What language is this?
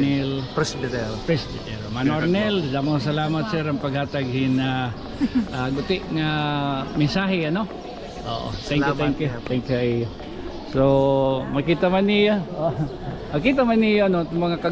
Waray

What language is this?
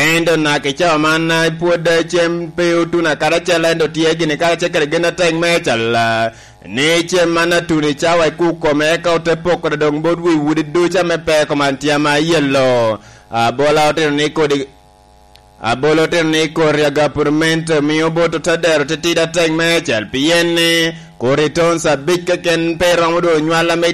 Lango (Uganda)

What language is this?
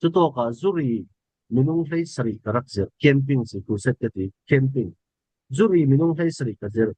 Falam Chin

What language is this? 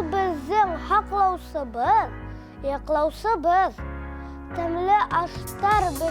Bashkir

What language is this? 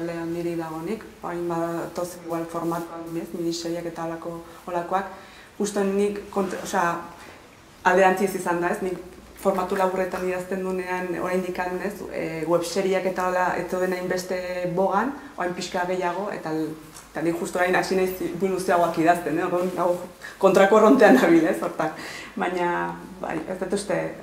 Basque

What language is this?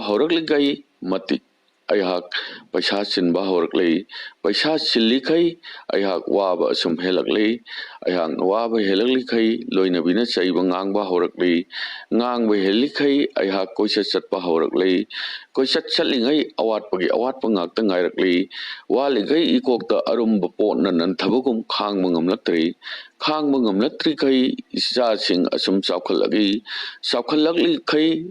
Manipuri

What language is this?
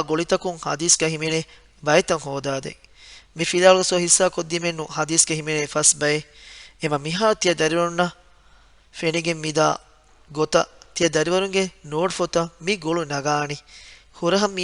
Divehi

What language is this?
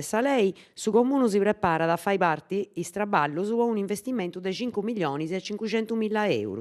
Sardinian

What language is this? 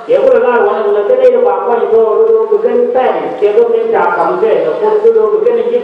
Nuer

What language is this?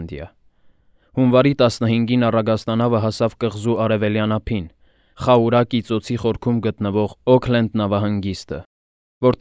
Armenian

